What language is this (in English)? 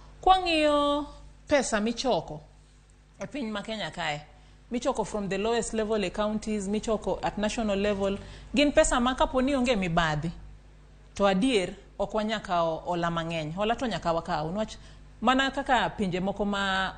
Luo (Kenya and Tanzania)